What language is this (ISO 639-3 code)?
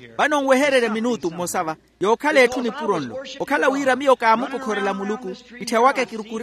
vmw